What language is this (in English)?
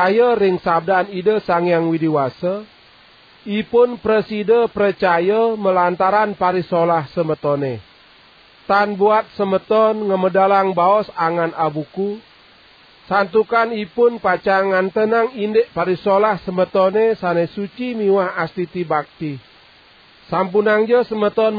Balinese